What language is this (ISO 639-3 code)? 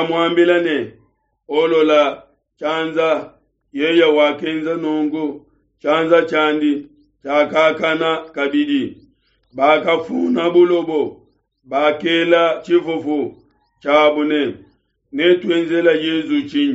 lua